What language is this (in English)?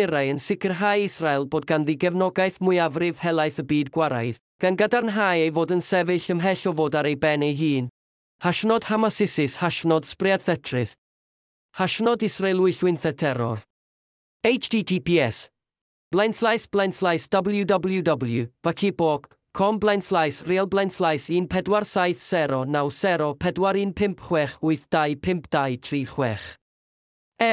Welsh